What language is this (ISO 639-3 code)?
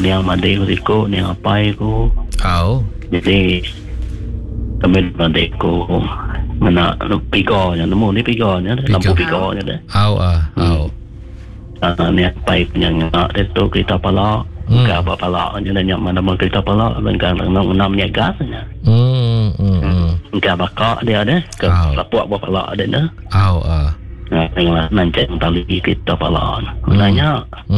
iba